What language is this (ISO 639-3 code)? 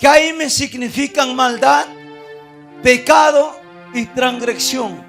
quy